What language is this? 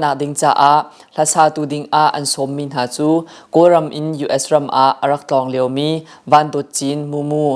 Hakha Chin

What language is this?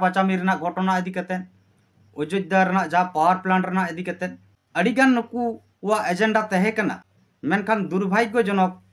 Santali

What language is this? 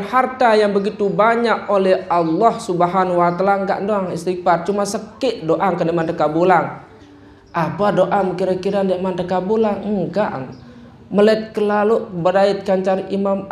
Sasak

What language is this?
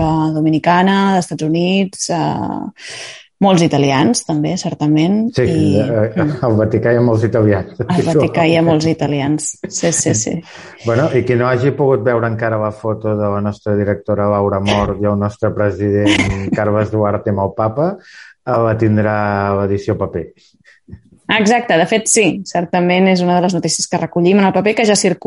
Catalan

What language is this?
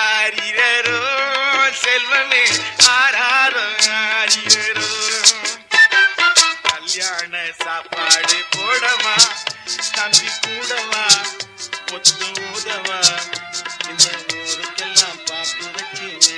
Tamil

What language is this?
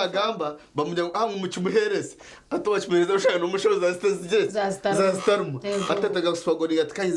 Nyankole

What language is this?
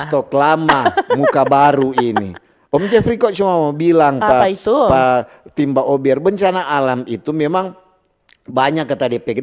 Manado Malay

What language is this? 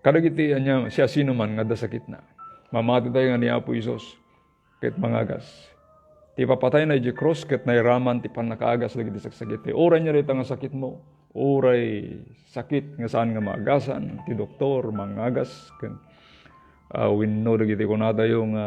Iloko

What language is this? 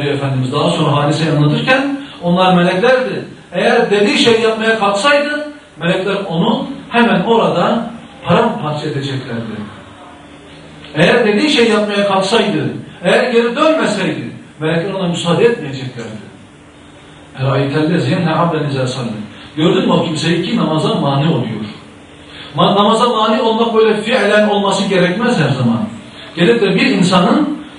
Turkish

